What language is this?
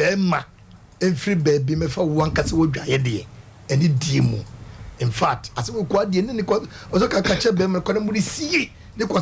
Akan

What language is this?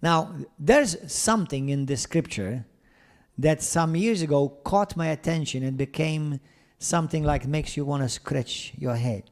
English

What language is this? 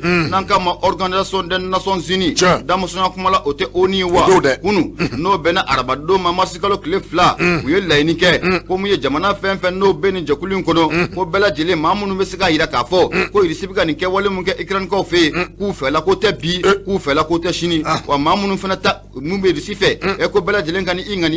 Bambara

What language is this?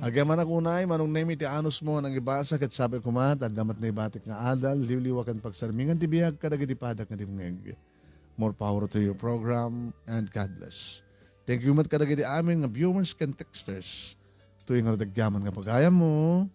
Iloko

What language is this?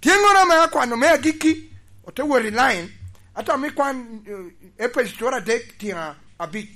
Lango (Uganda)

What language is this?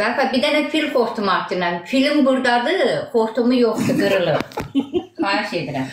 Azerbaijani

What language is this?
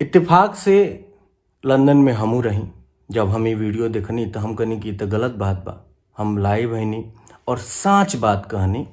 Bhojpuri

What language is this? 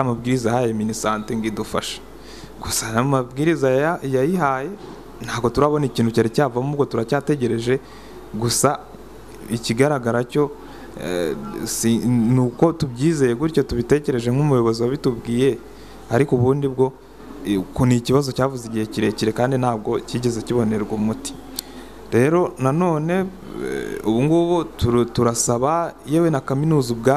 Kinyarwanda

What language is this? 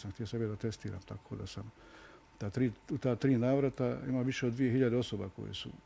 Bosnian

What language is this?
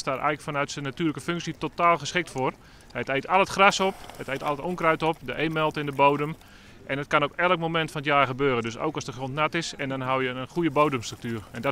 Western Frisian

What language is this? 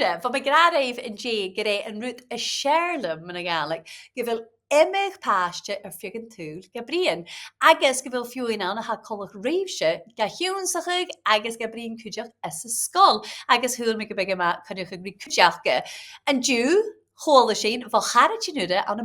Scottish Gaelic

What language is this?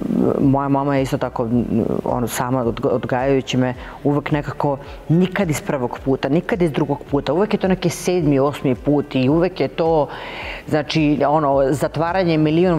Serbian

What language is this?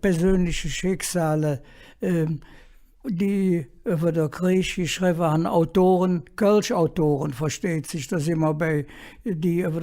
Colognian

